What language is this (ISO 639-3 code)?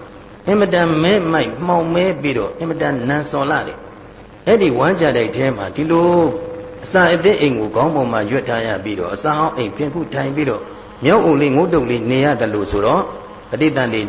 mya